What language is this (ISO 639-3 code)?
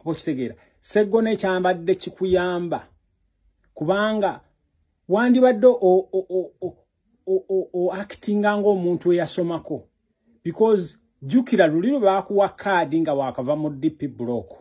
lug